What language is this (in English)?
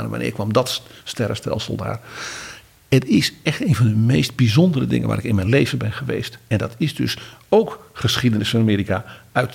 Dutch